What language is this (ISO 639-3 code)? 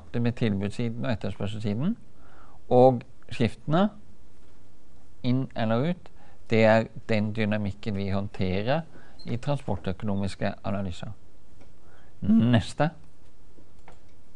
nor